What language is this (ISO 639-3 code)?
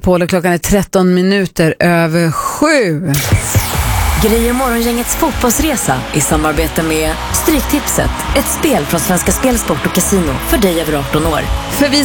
swe